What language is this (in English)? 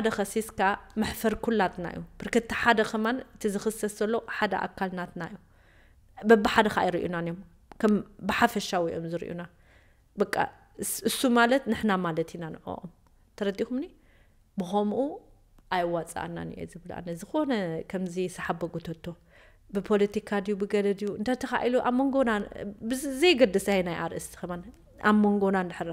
Tigrinya